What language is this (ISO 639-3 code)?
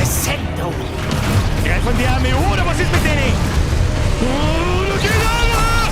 bar